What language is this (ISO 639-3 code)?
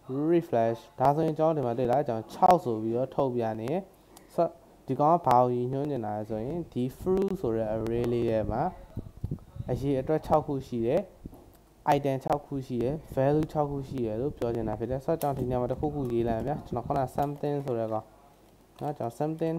mya